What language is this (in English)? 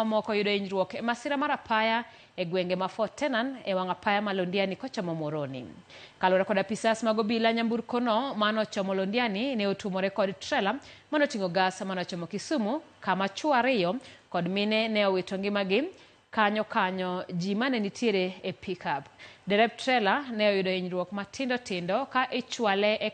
Luo (Kenya and Tanzania)